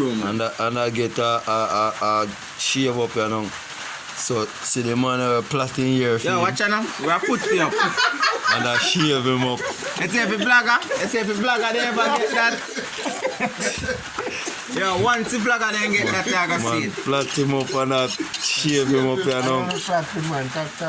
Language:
Jamaican Creole English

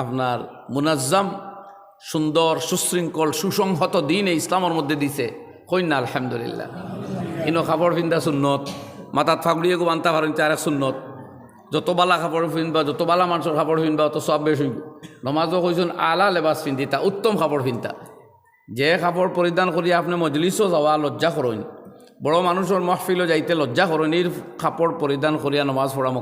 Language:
Sylheti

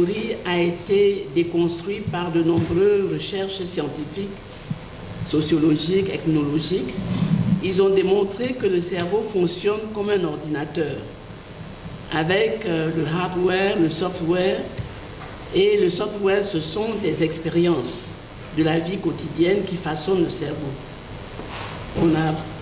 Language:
French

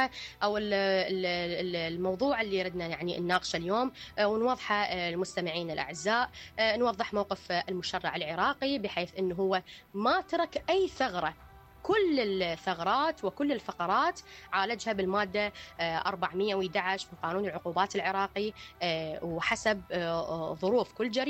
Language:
Mesopotamian Arabic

